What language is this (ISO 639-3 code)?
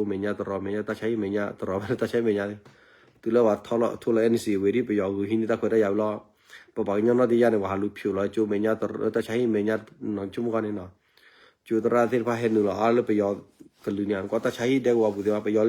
ksw